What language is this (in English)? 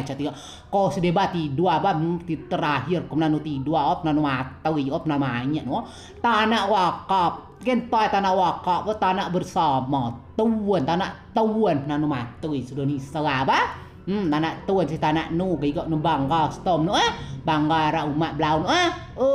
Rejang